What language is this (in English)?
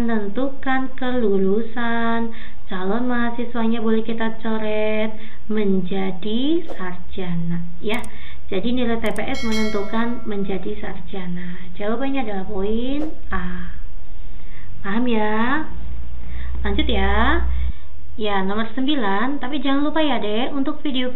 Indonesian